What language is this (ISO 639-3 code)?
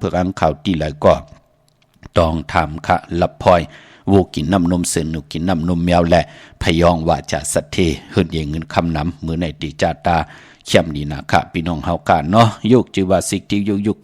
shn